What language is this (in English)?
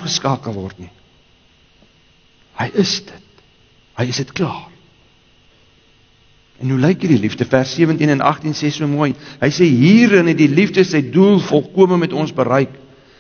Afrikaans